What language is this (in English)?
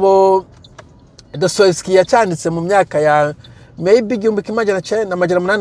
Rundi